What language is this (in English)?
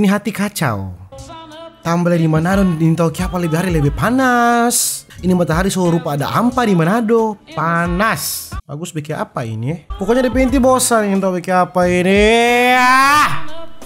Manado Malay